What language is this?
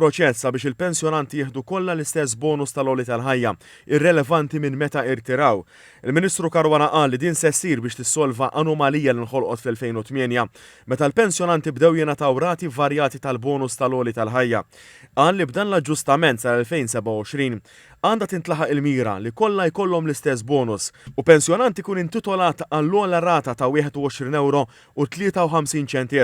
Maltese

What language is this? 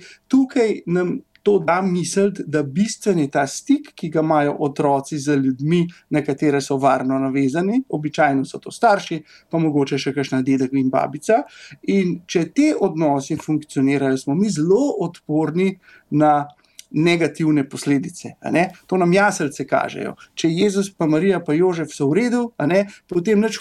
Slovenian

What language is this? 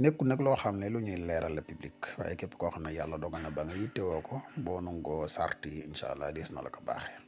Wolof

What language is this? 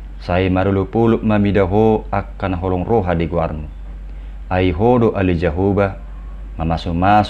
Batak Toba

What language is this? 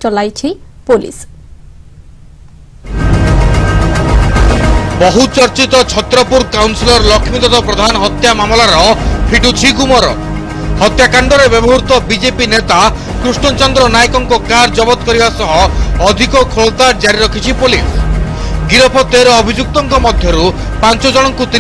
Odia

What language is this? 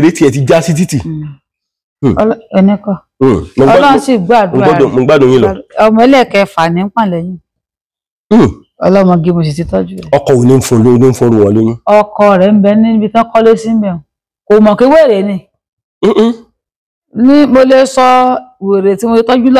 Yoruba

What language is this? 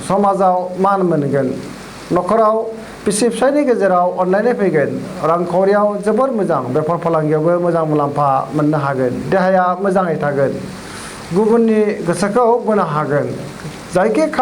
Bodo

